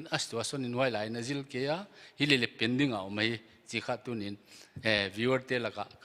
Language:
Paite Chin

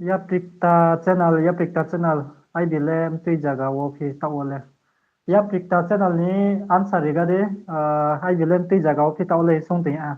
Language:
Riang (India)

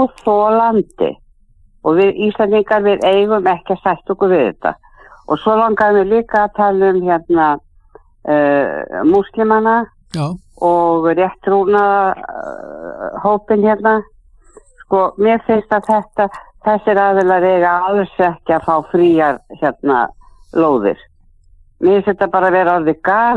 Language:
Icelandic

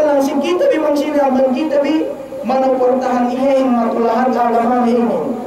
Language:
Yakan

